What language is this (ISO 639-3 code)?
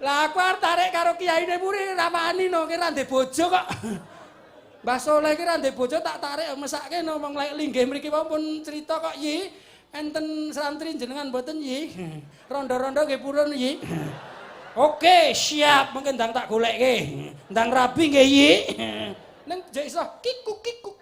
jav